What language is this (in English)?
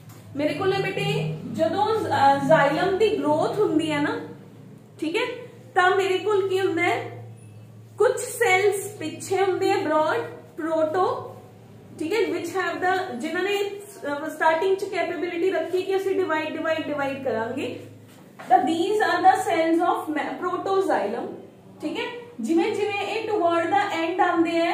Punjabi